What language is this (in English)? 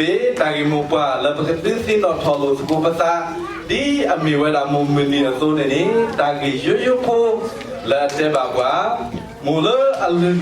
S'gaw Karen